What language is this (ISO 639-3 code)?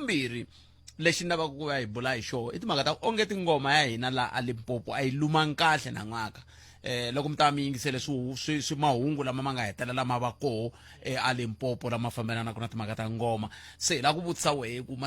tso